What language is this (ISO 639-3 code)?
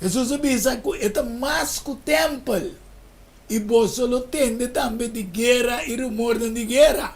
pap